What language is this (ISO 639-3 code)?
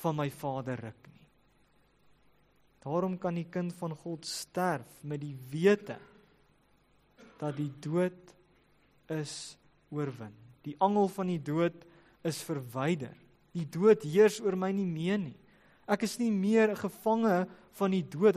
afr